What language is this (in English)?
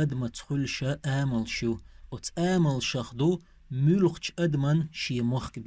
Chechen